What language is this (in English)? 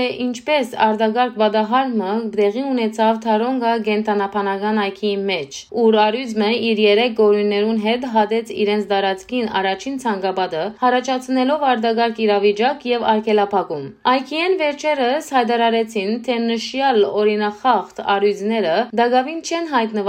Western Armenian